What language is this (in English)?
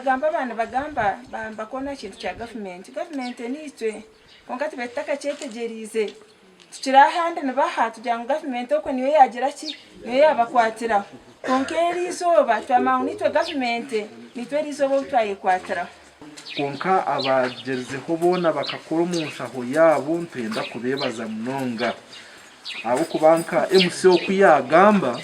Nyankole